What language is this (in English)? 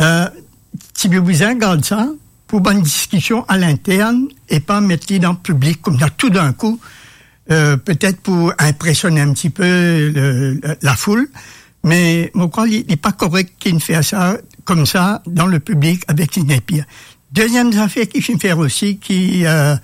Morisyen